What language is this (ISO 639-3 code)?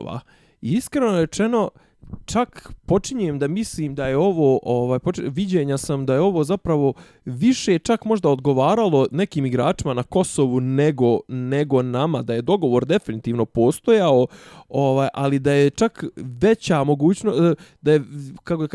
bos